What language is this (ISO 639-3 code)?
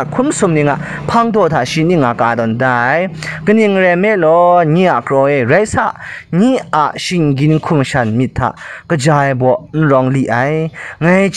kac